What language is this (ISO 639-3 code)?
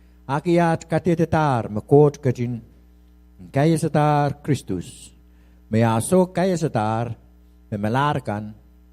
pon